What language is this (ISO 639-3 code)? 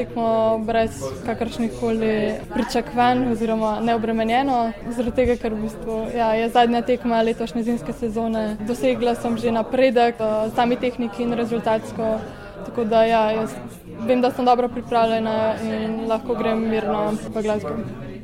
slv